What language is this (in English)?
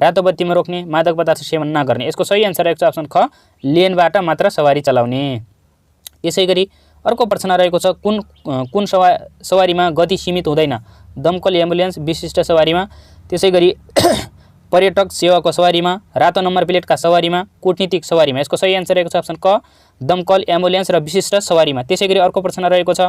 Nepali